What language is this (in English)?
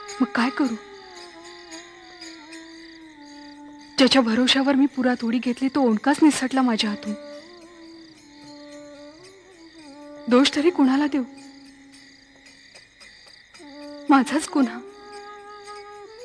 Marathi